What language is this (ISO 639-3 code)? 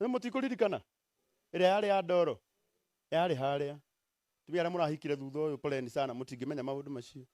kik